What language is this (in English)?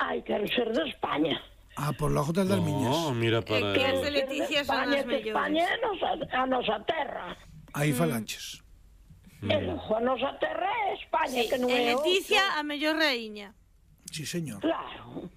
Galician